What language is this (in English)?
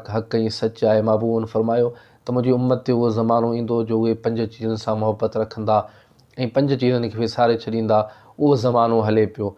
Sindhi